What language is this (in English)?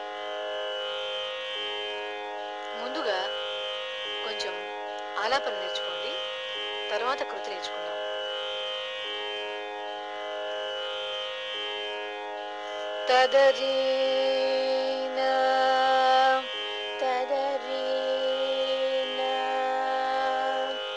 Telugu